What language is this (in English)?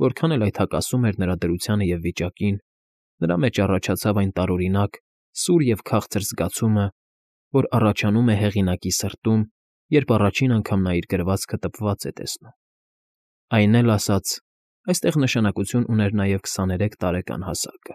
Armenian